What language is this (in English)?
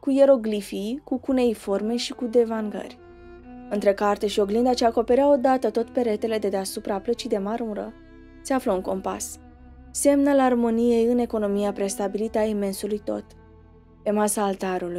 Romanian